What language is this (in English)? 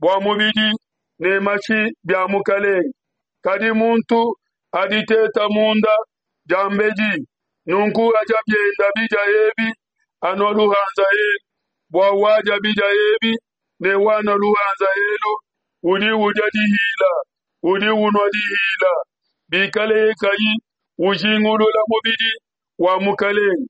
Luba-Lulua